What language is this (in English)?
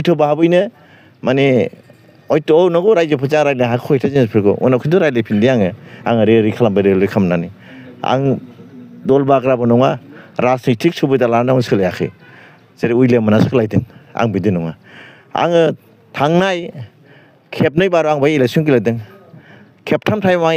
Bodo